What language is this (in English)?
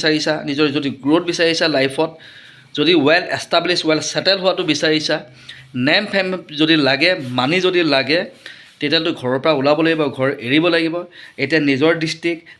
Assamese